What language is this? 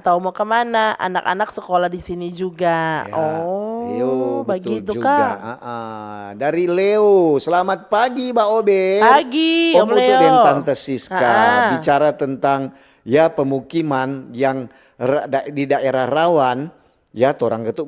Manado Malay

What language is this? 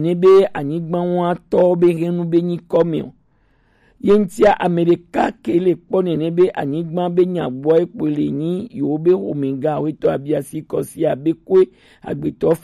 Gen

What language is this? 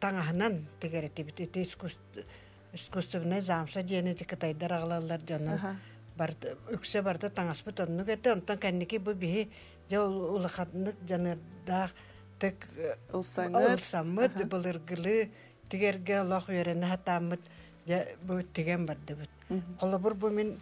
Yakut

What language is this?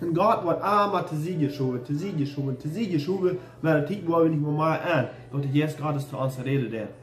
Plautdietsch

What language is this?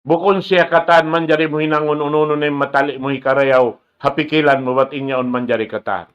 Tausug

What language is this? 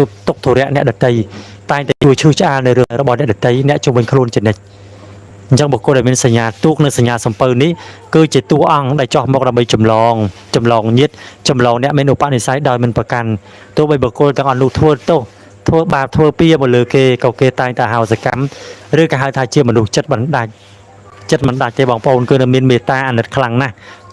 Khmer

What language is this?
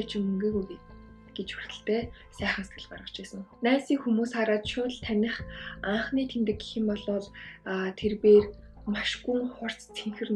Mongolian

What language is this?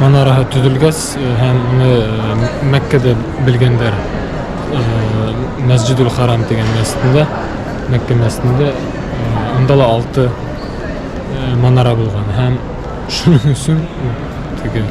Bashkir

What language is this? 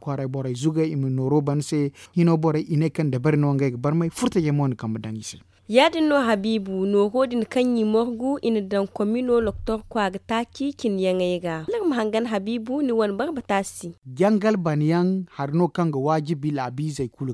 Zarma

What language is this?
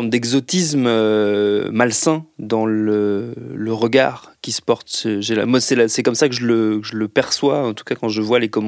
French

